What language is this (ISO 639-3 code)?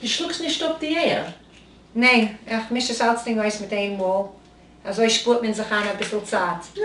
yid